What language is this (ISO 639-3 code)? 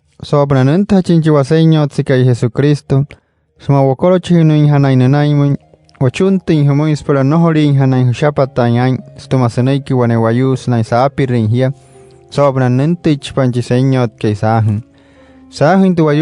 guc